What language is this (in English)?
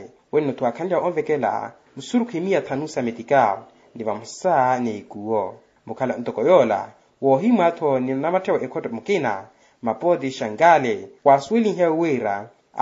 Makhuwa